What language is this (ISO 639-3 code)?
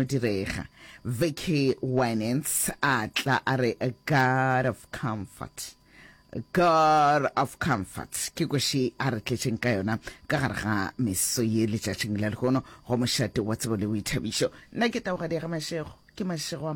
nso